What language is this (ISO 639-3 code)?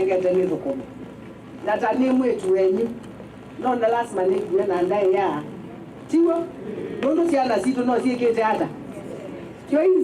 kam